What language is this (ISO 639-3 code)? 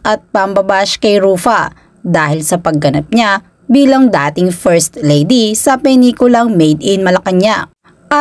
fil